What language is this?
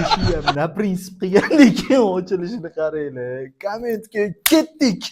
Uzbek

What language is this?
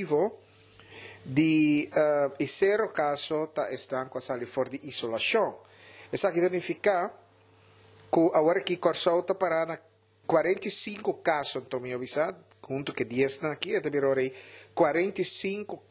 Papiamento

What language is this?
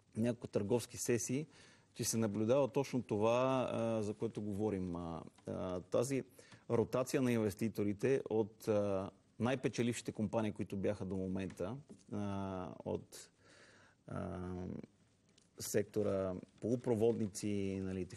Bulgarian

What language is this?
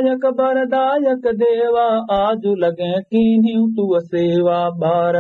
Awadhi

